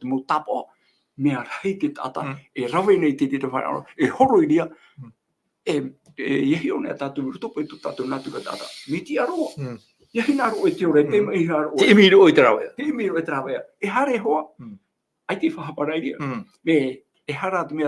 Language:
Tahitian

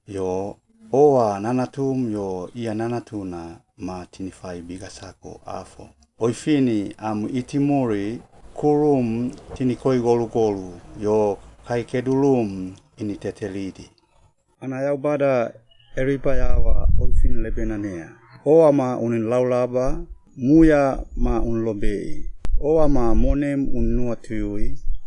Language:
Suau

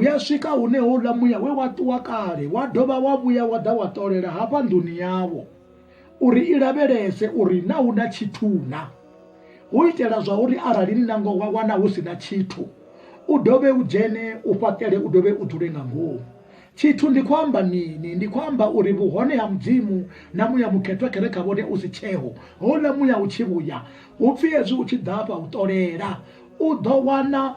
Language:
Venda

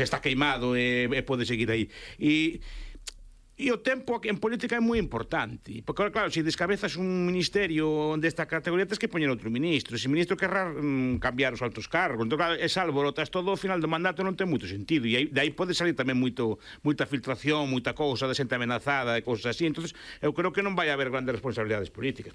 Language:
Galician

